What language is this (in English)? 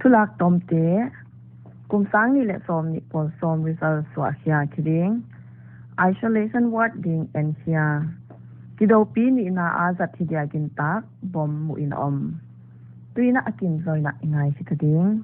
Paite Chin